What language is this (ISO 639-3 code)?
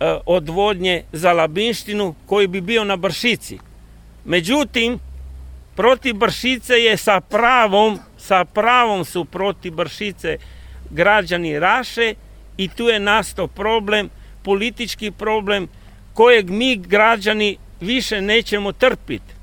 hrv